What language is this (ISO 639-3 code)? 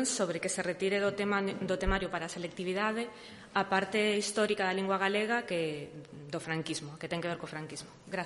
glg